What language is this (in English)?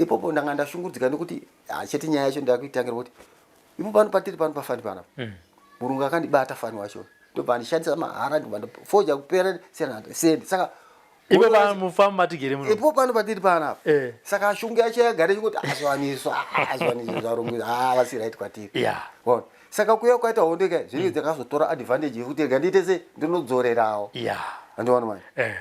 Shona